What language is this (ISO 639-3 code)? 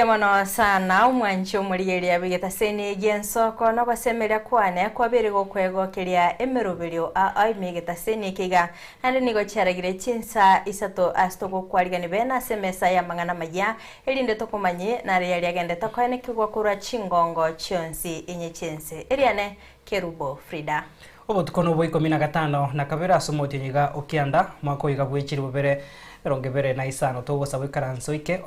guz